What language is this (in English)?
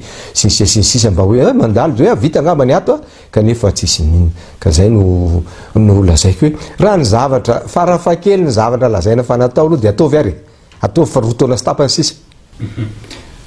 Malagasy